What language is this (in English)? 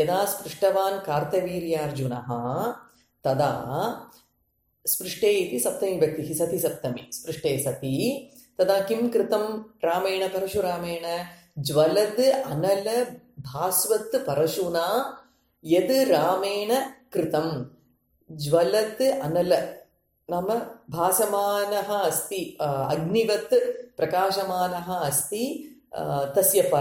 Sanskrit